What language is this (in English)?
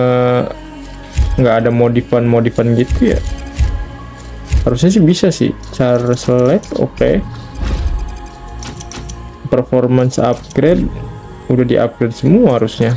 Indonesian